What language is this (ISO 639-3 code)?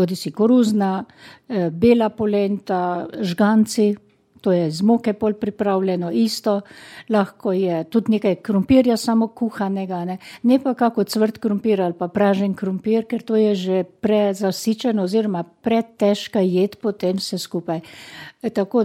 slv